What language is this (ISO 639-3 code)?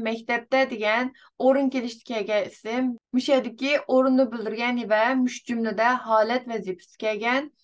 uig